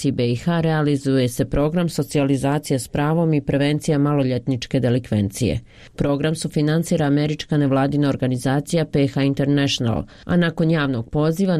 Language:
Croatian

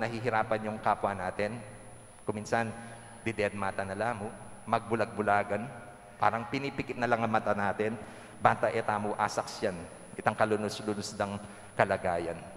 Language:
Pampanga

